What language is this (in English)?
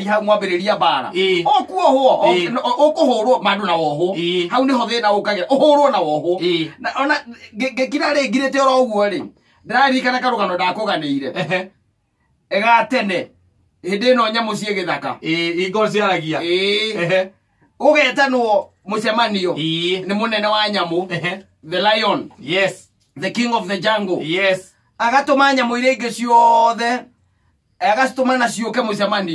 Kikuyu